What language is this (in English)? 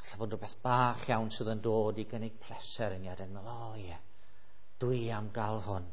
Welsh